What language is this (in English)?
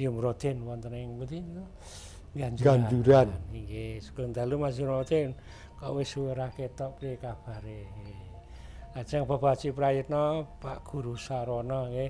Javanese